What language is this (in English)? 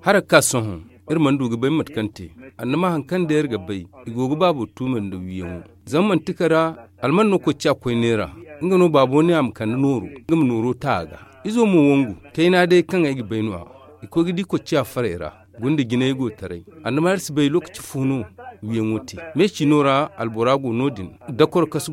Zarma